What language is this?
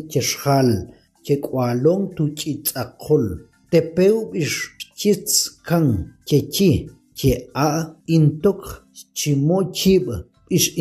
Tektiteko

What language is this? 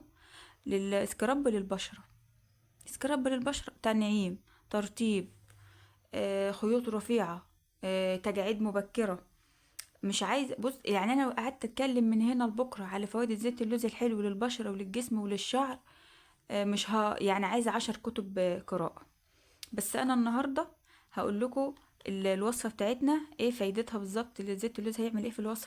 Egyptian Arabic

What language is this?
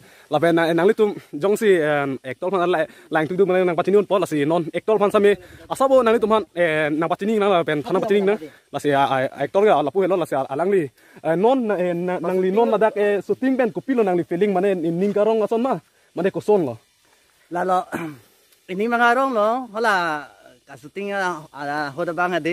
Karbi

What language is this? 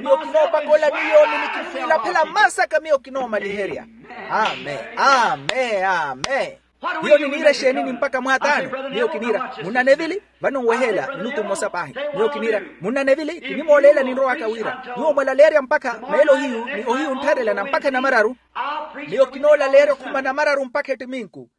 Makhuwa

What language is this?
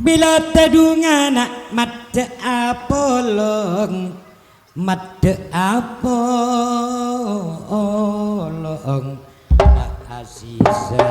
Madurese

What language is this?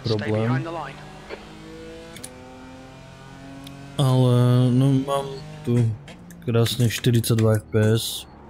Slovak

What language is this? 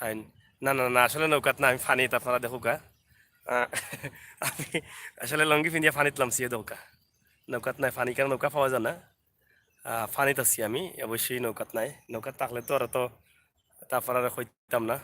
Sylheti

